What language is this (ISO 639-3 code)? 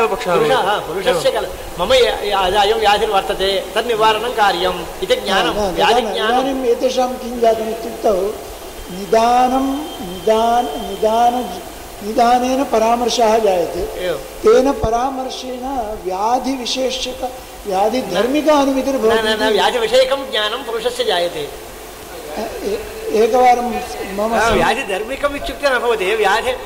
san